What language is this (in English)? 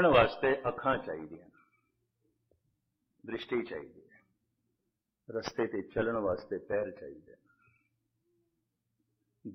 Punjabi